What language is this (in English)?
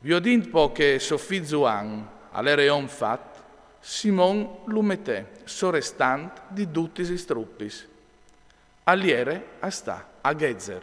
Friulian